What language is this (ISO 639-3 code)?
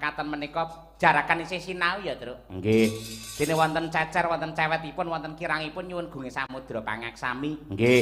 jav